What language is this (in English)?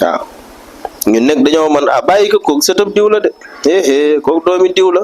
Wolof